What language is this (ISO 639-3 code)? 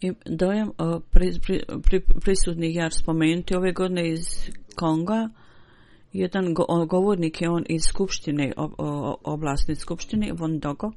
bos